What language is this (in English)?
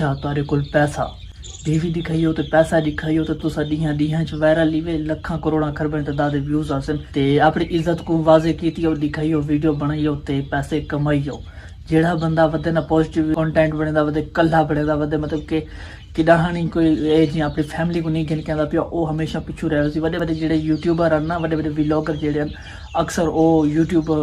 Saraiki